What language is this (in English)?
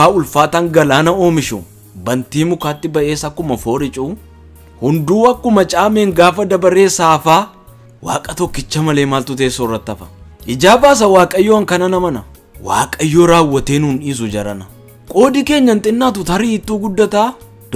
Oromo